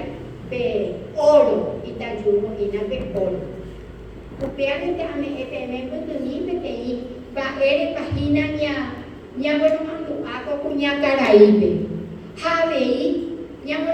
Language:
Guarani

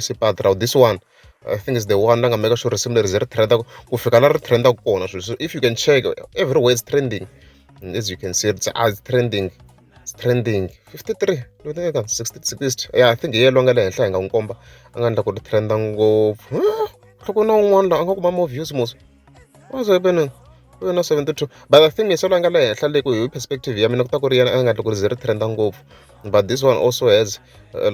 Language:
Tsonga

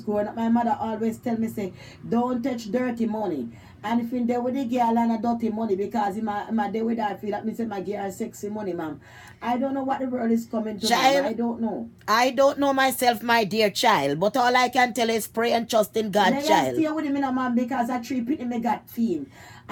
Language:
Jamaican Creole English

